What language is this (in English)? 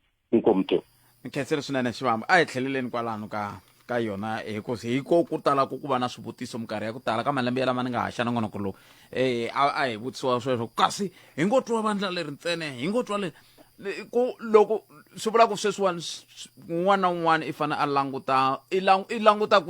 Tsonga